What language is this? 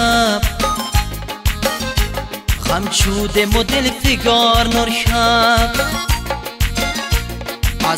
Persian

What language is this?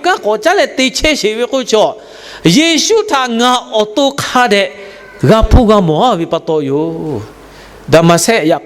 Lahu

